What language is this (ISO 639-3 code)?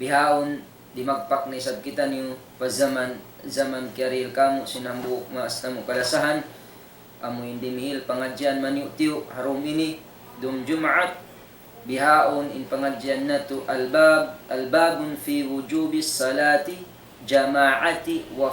tsg